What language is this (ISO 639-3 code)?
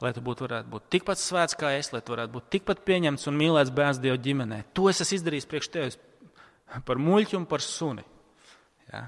lav